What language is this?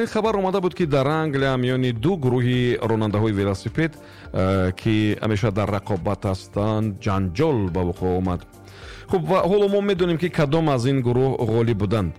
Tajik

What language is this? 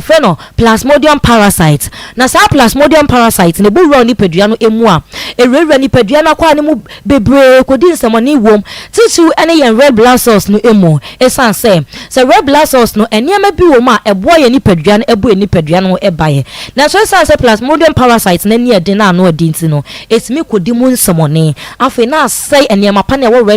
Akan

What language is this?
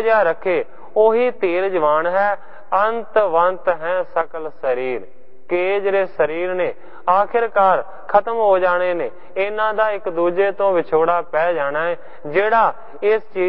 Punjabi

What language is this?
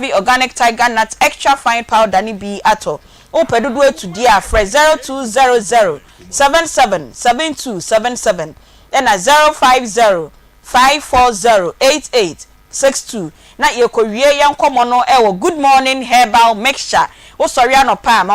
Akan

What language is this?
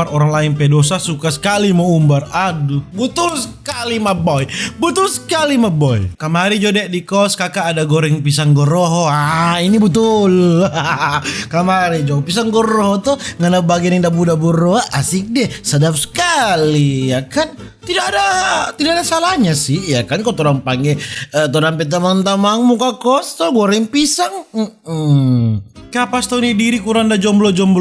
Manado Malay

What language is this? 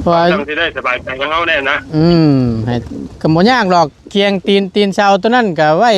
Northeastern Thai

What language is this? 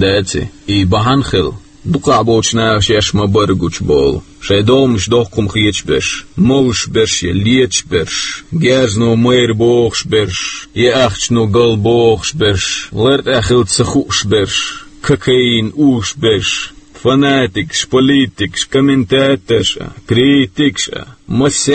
Chechen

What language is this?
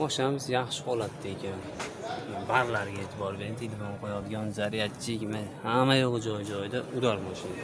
Uzbek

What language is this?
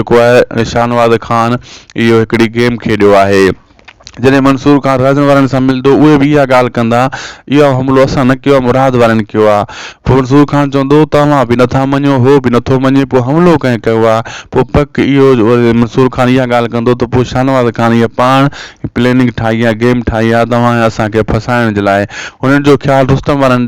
Sindhi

